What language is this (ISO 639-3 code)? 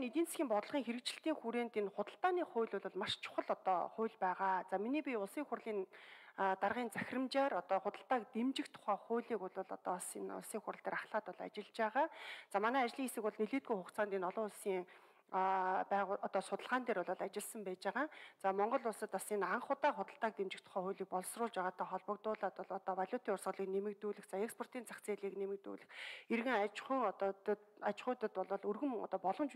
mon